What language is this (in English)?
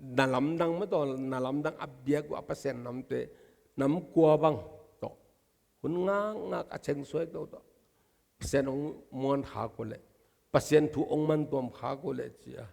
Tedim Chin